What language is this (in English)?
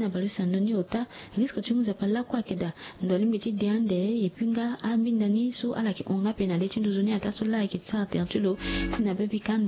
Sango